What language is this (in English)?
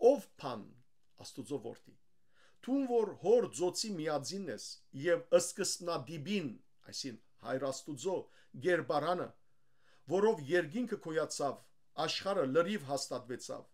Western Armenian